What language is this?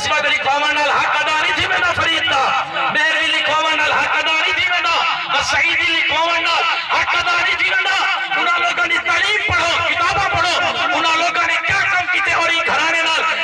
Saraiki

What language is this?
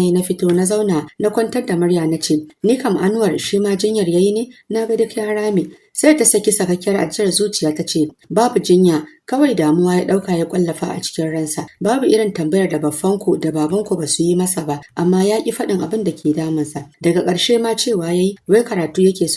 Hausa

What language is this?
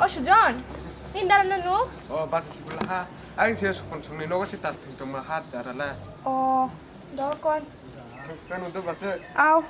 Kok Borok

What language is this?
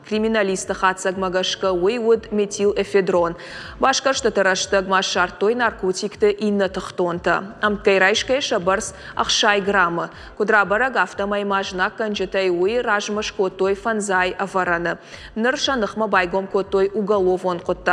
Ossetic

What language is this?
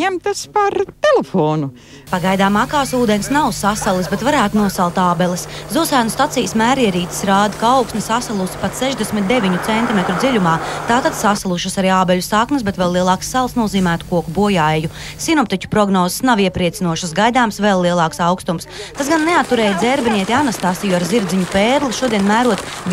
Latvian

